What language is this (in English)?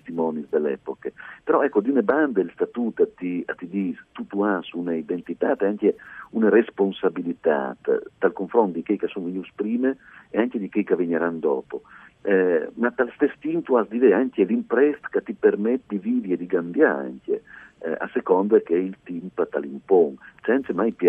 Friulian